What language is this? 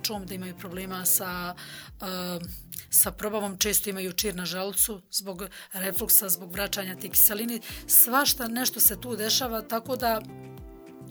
Bosnian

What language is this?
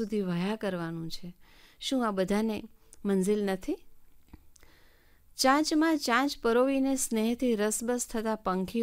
Gujarati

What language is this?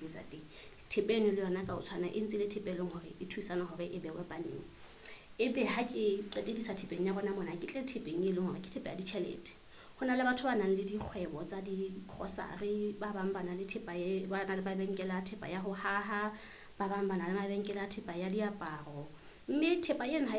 Southern Sotho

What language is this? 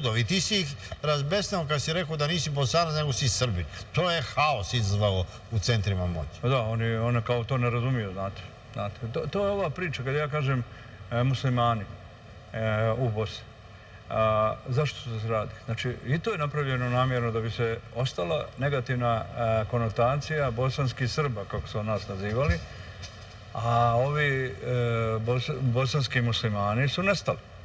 Serbian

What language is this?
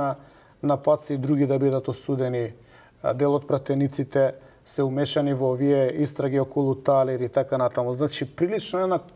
Macedonian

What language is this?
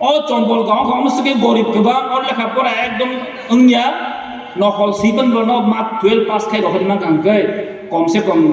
Kok Borok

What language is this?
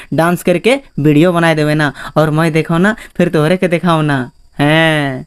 Sadri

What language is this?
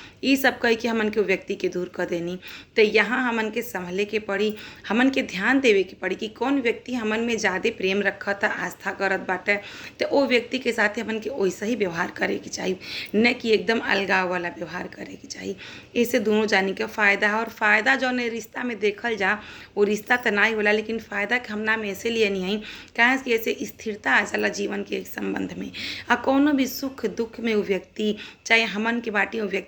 Bhojpuri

